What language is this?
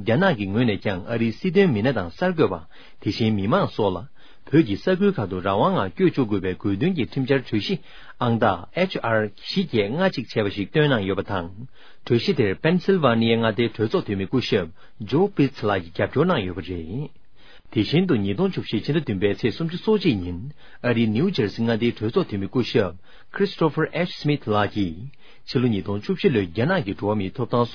Tibetan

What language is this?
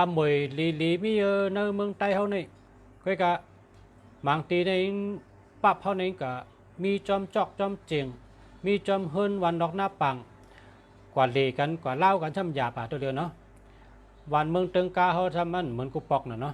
Shan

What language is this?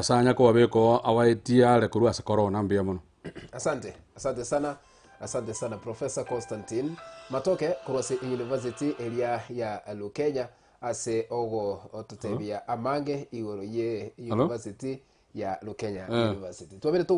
Gusii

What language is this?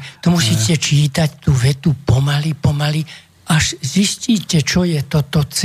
Slovak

